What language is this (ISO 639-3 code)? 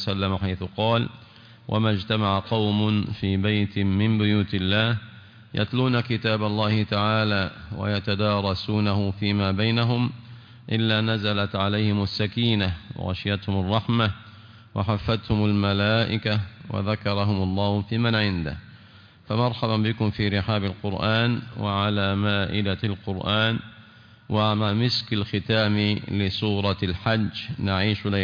ara